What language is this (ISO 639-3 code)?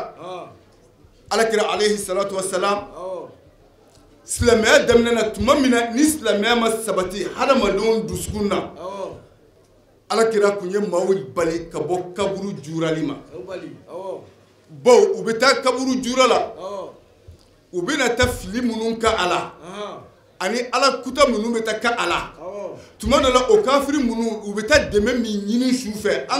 bam